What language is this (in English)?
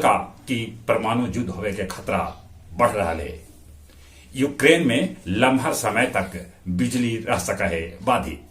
Magahi